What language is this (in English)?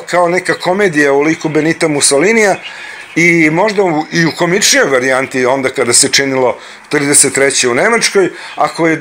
Serbian